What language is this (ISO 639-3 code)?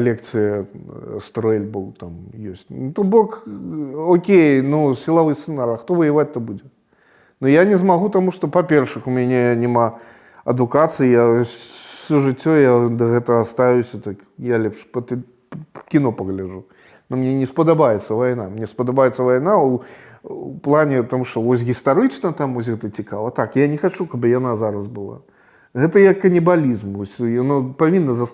bel